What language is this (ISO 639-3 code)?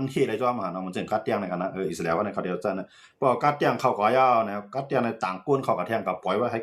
shn